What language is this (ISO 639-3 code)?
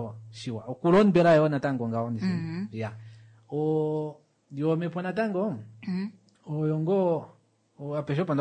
kua